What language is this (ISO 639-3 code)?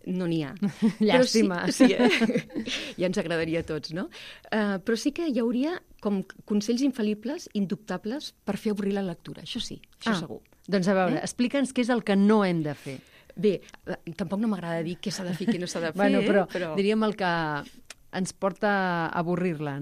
cat